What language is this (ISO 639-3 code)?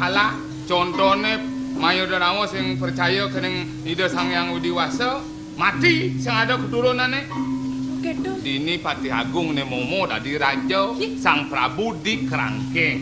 ban